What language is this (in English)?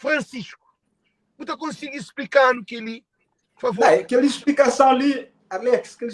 Kabuverdianu